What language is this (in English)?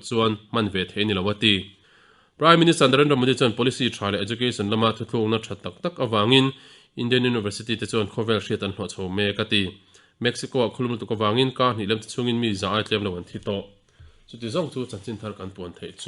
Mizo